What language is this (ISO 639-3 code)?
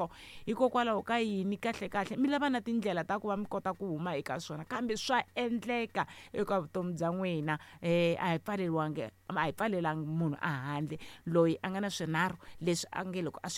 tso